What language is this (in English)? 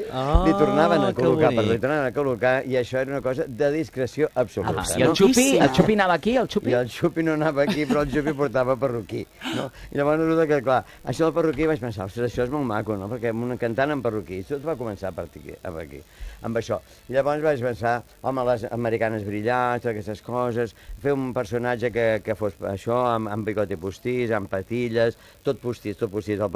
Catalan